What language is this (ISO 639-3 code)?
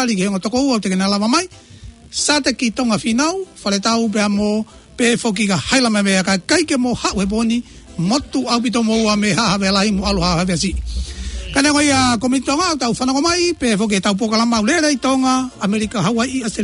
ton